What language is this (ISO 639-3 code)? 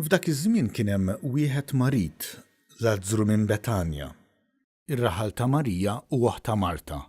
mlt